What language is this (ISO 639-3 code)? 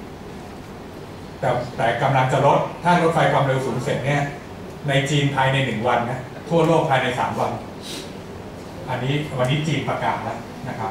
tha